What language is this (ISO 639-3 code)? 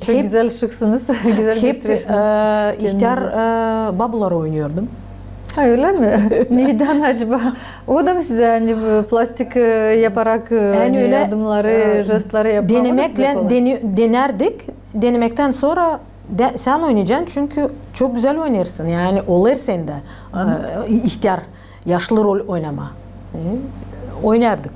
gag